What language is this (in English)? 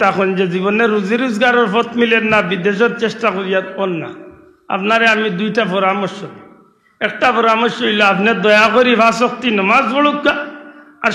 Sylheti